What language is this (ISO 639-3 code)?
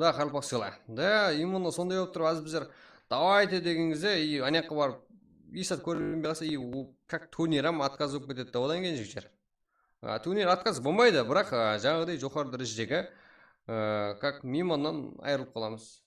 kaa